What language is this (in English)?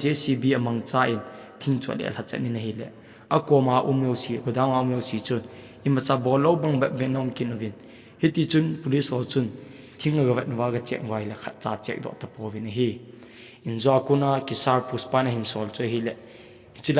Thado Chin